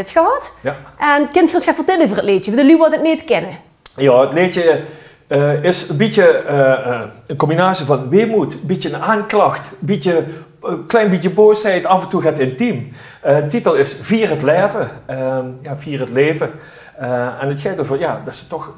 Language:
Limburgish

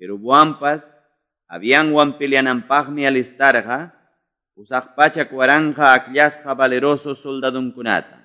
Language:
Quechua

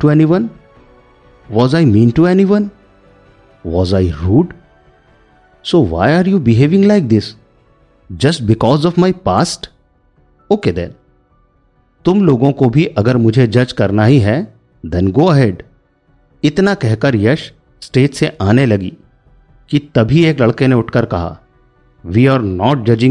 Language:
Hindi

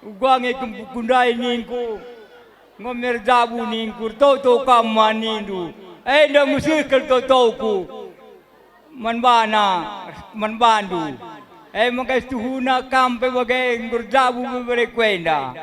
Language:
Batak Karo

